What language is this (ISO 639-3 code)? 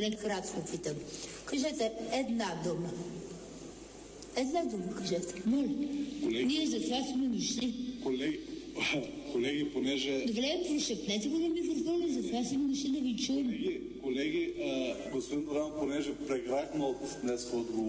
bul